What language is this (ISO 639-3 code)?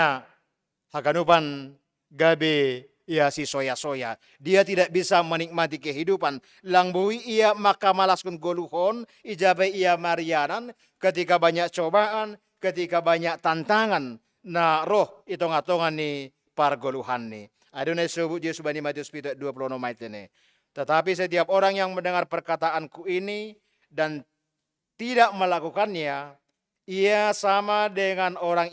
bts